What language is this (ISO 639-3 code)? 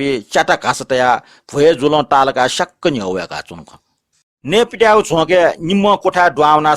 new